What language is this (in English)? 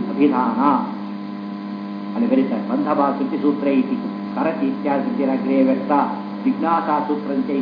Kannada